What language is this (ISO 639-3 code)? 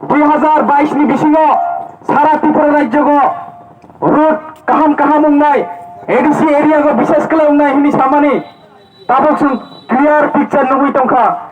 trp